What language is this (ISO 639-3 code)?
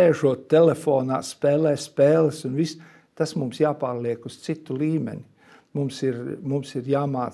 lav